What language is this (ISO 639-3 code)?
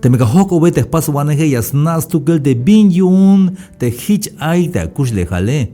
tzh